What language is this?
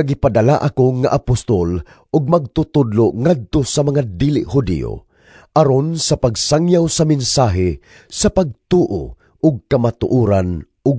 Cebuano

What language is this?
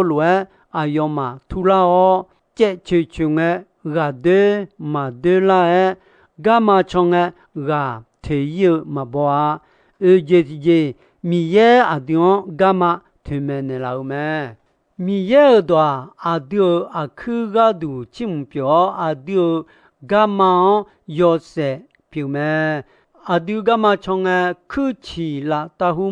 Akha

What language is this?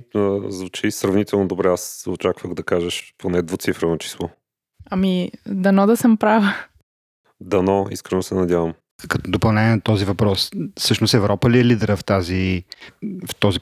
Bulgarian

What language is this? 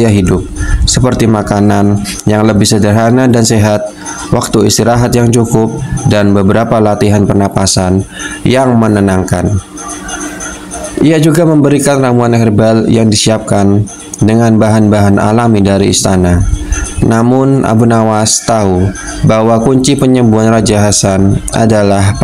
Indonesian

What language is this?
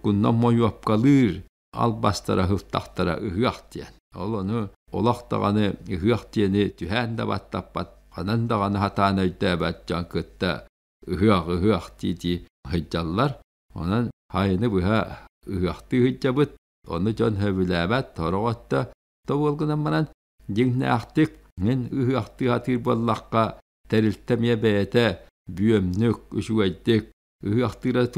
Yakut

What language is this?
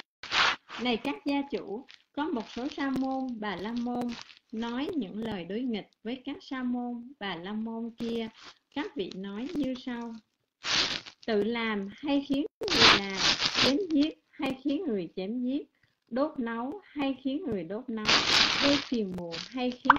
Vietnamese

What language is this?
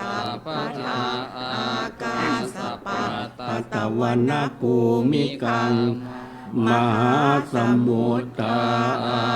Pali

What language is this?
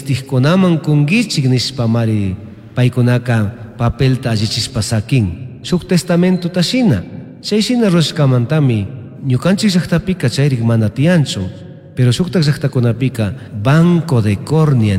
Chimborazo Highland Quichua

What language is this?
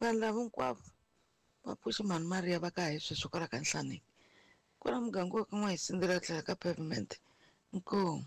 Tsonga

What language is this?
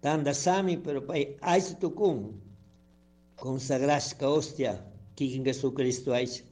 Chimborazo Highland Quichua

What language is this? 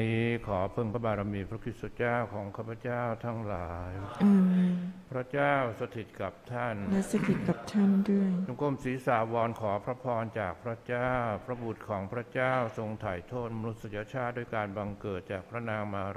Thai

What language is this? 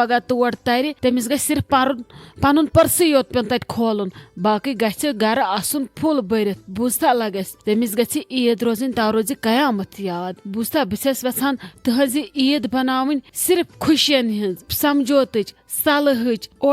Kashmiri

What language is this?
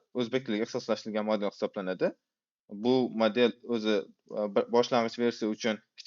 Uzbek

